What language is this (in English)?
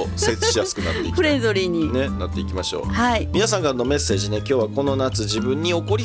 Japanese